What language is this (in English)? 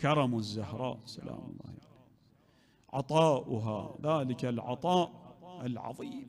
Mesopotamian Arabic